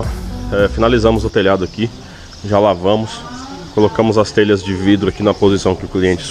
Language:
Portuguese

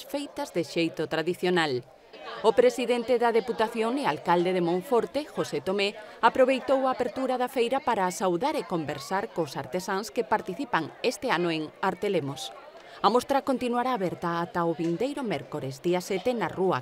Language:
Galician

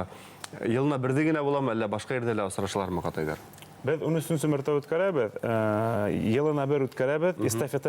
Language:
Bashkir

